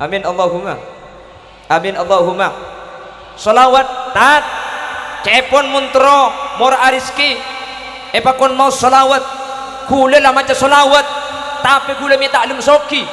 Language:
Madurese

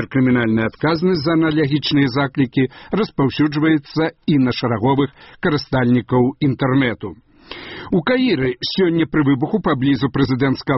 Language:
Belarusian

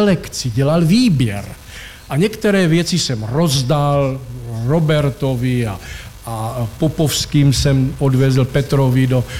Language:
Czech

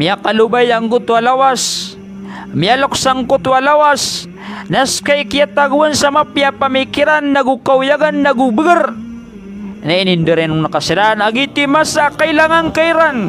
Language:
Maranao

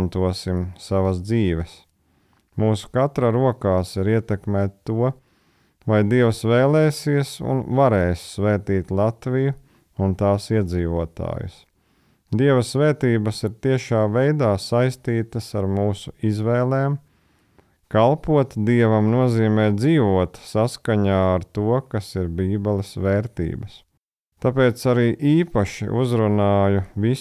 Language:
Latvian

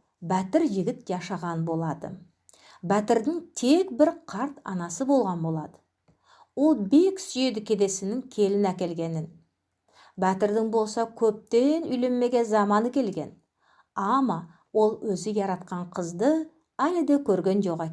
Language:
Nogai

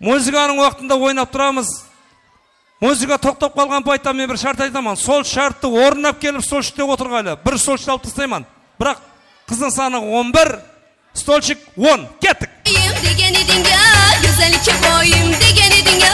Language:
Kara-Kalpak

